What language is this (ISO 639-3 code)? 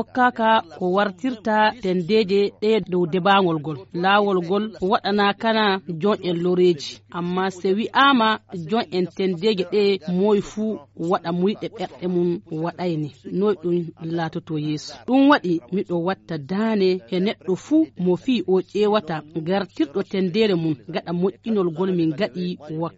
ful